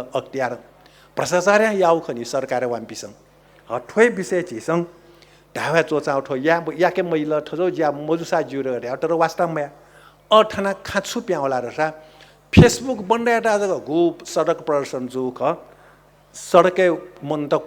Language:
Newari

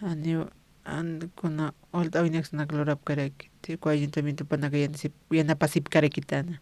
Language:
Aymara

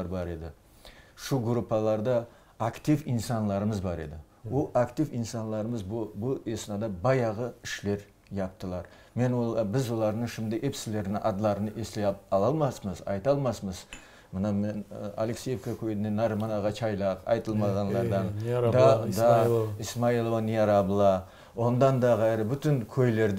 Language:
Crimean Tatar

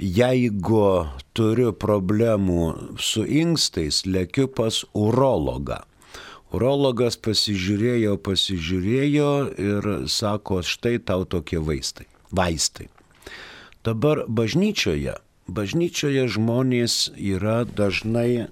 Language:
Lithuanian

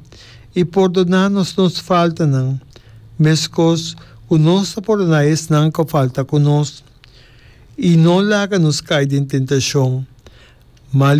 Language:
Papiamento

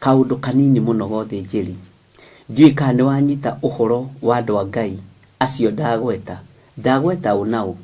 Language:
Kikuyu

